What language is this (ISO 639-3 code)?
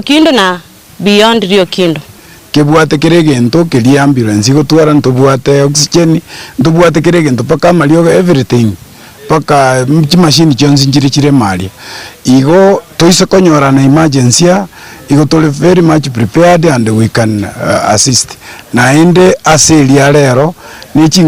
guz